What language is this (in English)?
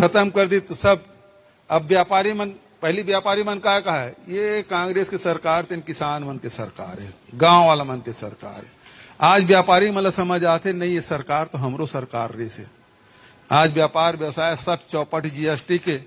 Chhattisgarhi